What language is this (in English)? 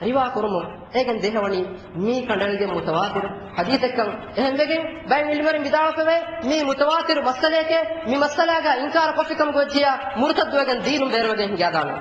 Divehi